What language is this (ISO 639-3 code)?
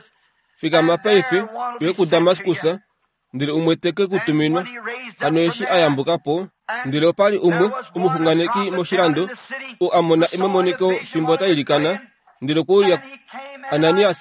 kua